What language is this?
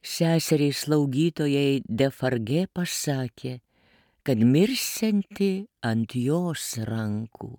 Lithuanian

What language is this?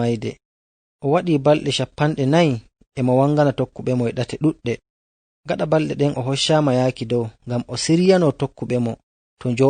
Nigerian Fulfulde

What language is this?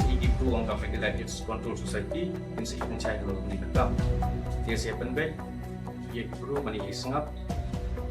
Khasi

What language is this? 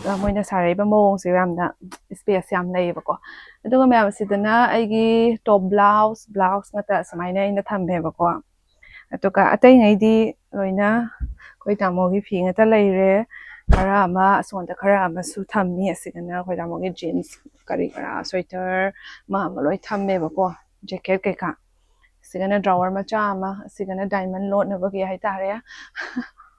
Manipuri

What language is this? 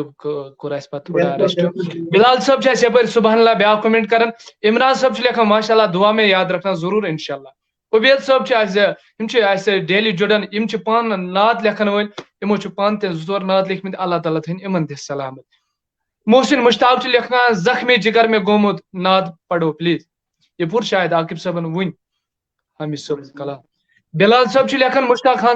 Kashmiri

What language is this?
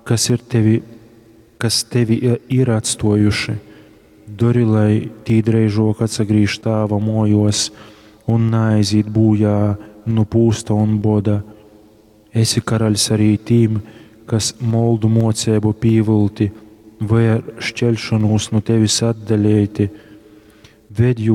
Latgalian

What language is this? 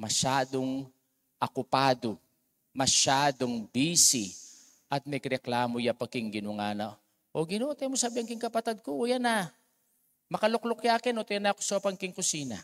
Pampanga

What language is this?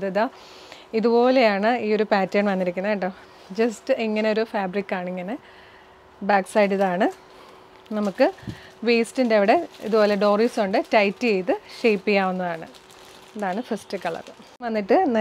Malayalam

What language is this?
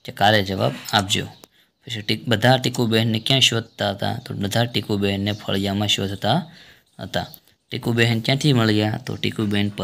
Gujarati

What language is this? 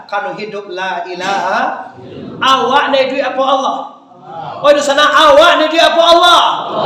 Minangkabau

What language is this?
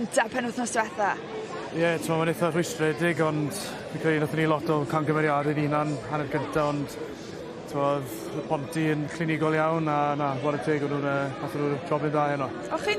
Welsh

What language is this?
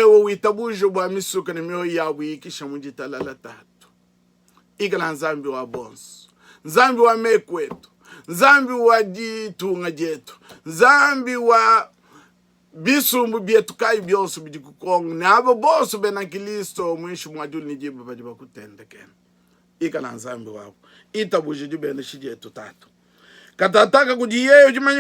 Luba-Lulua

